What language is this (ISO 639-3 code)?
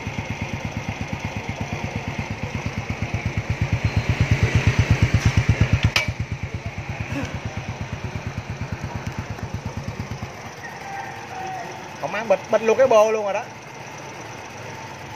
vie